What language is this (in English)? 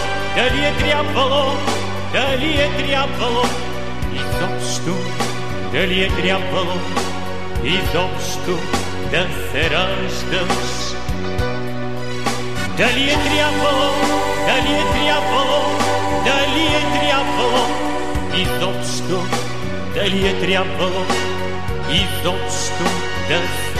Bulgarian